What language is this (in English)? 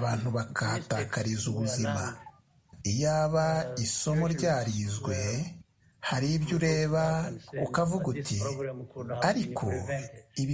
Kinyarwanda